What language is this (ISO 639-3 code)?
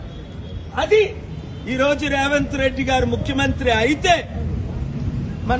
tel